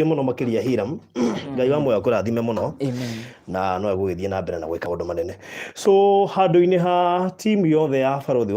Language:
Kikuyu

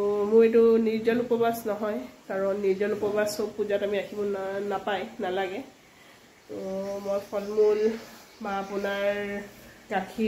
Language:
Assamese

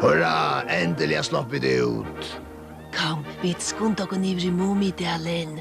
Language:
Faroese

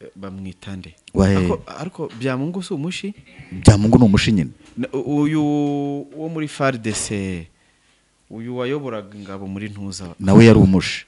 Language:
Kinyarwanda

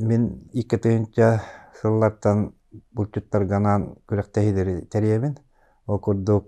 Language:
Yakut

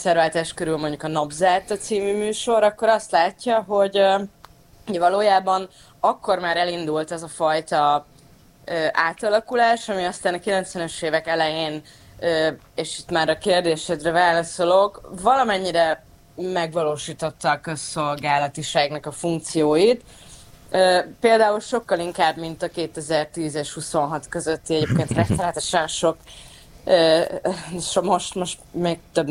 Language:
Hungarian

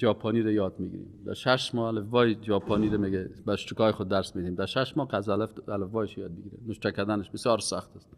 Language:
Persian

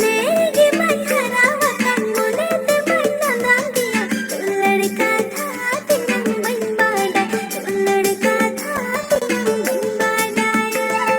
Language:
Santali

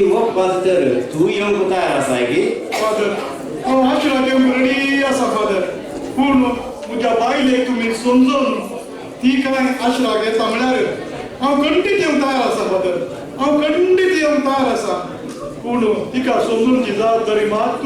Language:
Konkani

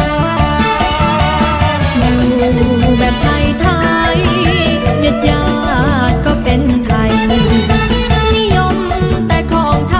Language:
Thai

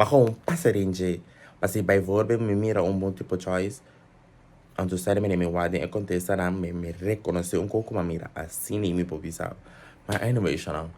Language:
Papiamento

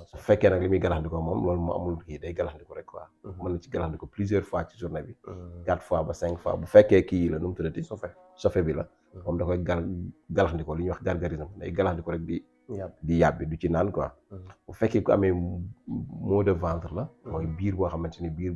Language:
Wolof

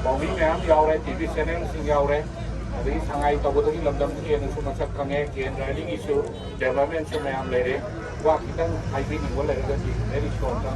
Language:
Manipuri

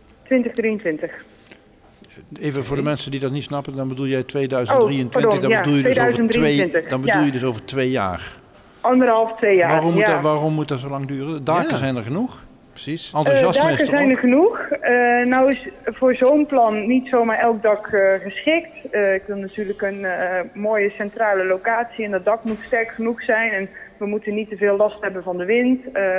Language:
Dutch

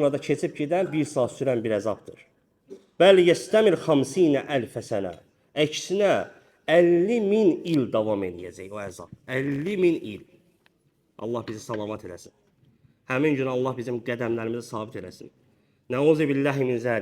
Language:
Azerbaijani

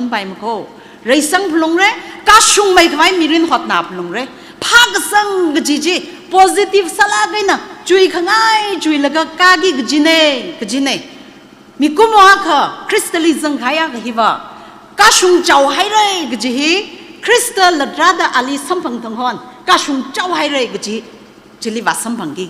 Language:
Tangkhul Naga (India)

